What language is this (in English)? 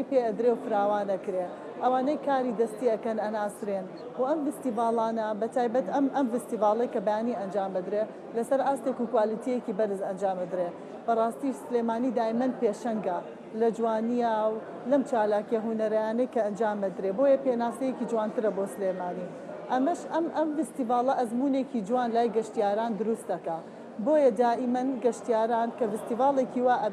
Central Kurdish